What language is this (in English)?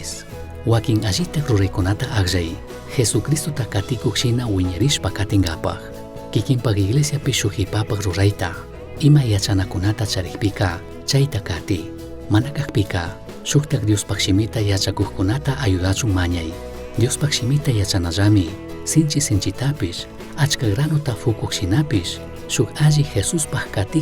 Chimborazo Highland Quichua